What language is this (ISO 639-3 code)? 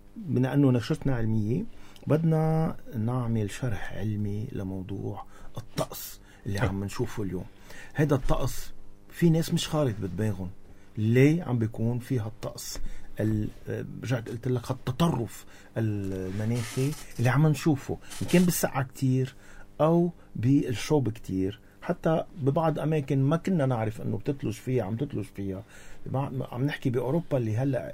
apc